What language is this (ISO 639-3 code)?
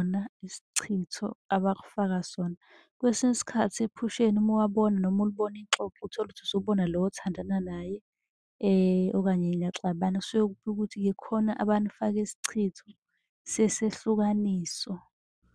zul